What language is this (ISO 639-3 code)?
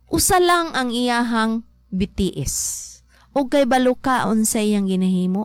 ceb